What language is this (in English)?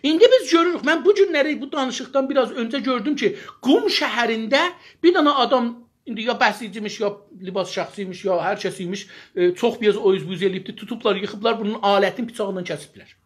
South Azerbaijani